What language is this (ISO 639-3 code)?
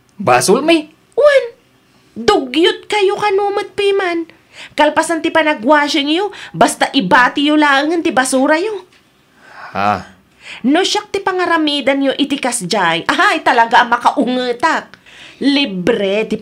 ilo